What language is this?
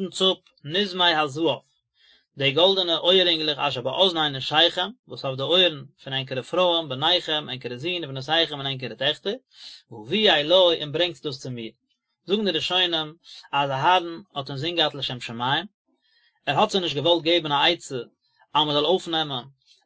Yiddish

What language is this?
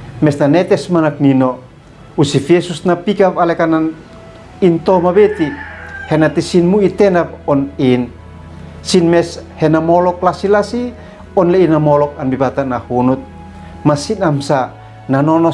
Uab Meto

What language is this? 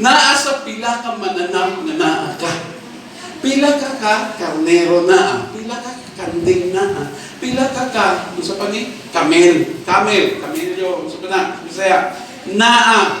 Cebuano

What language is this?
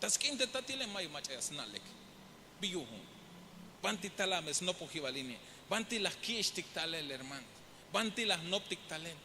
Tzeltal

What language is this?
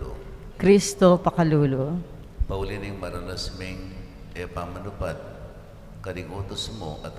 Pampanga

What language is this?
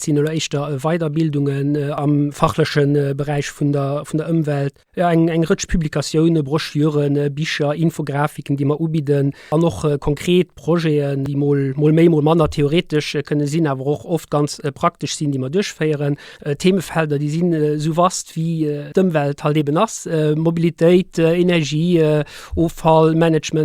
Luxembourgish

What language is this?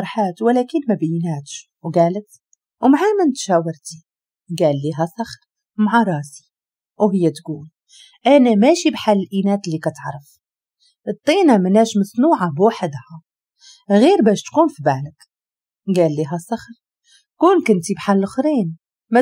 Moroccan Arabic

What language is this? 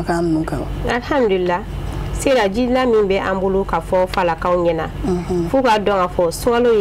Bambara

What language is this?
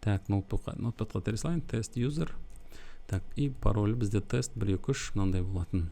Kazakh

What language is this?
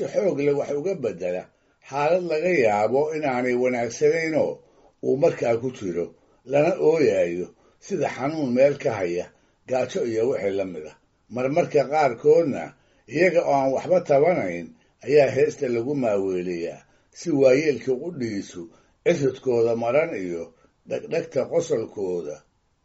Somali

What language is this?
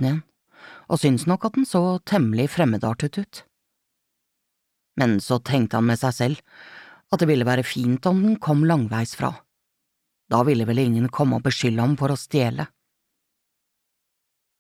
Norwegian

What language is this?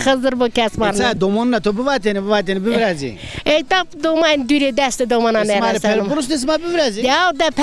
Zaza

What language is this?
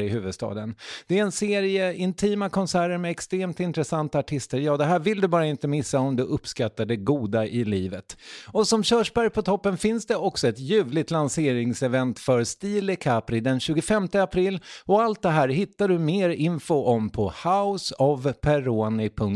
Swedish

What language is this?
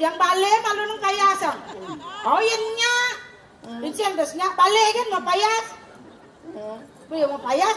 Balinese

